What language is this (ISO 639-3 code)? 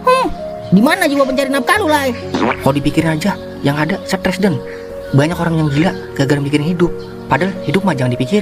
bew